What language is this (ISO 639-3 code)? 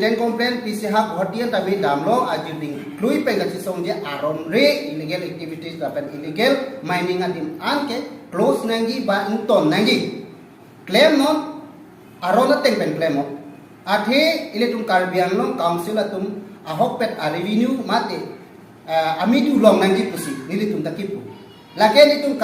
mjw